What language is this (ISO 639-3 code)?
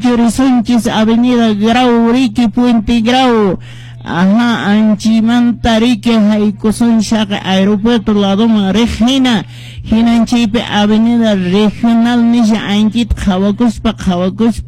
que